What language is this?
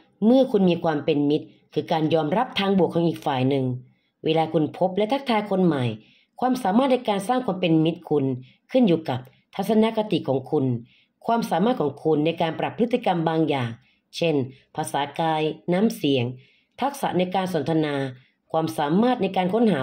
Thai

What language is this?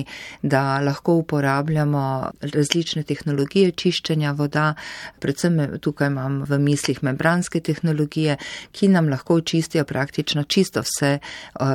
Slovenian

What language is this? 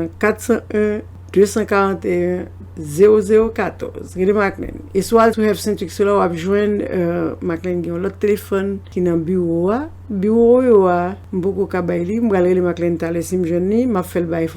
Haitian Creole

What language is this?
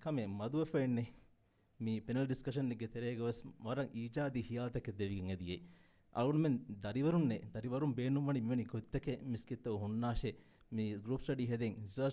Divehi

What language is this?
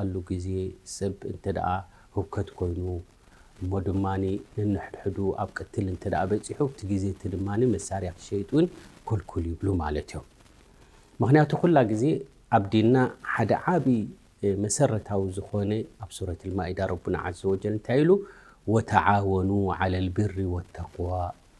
Tigrinya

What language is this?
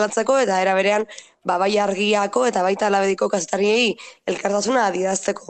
Basque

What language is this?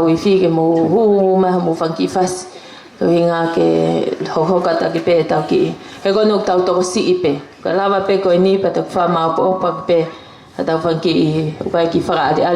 Tongan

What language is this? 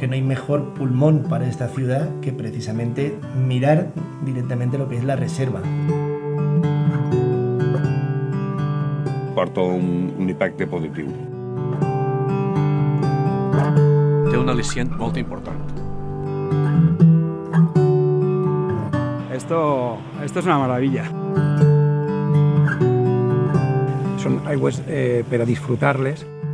Catalan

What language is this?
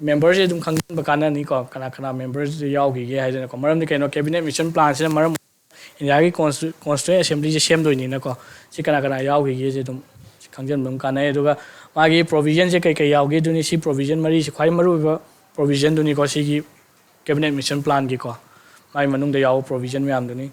Manipuri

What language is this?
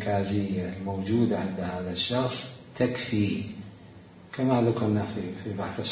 Mesopotamian Arabic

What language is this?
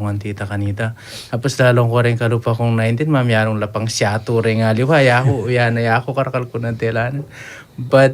Pampanga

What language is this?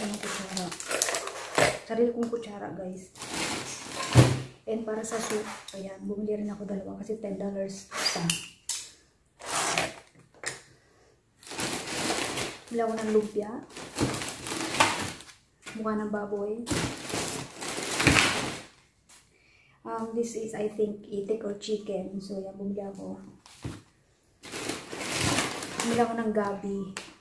Filipino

